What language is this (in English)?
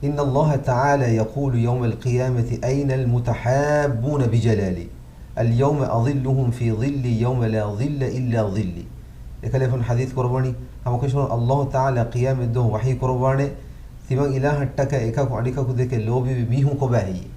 Divehi